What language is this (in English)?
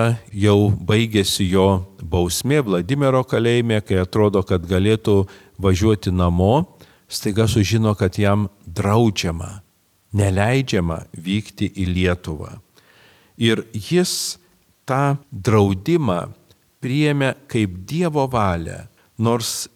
Lithuanian